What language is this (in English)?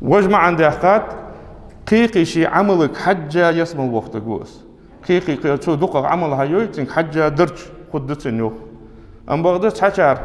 Ingush